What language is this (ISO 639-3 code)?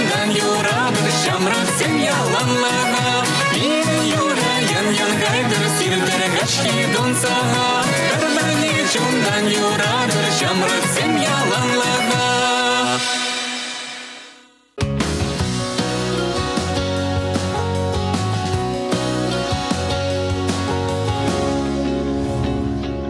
chv